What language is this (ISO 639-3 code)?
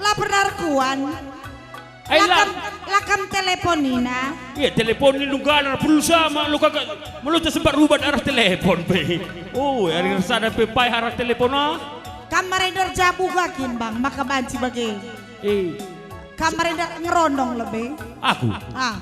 btx